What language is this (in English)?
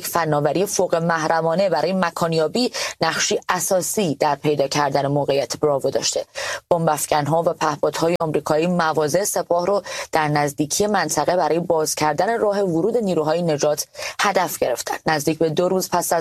Persian